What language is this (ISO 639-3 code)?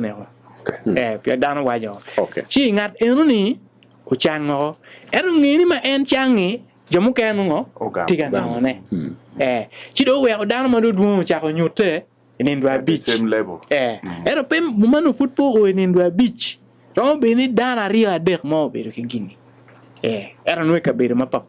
ach